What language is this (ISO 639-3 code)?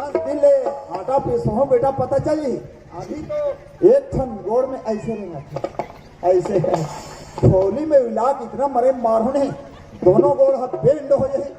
hne